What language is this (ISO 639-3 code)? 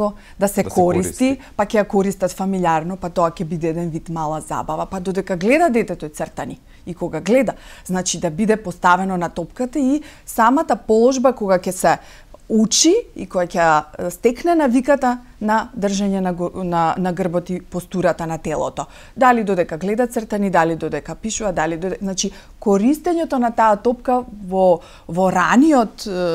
mkd